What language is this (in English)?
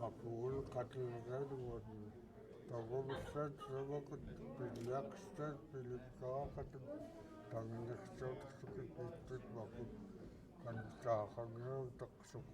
Central Yupik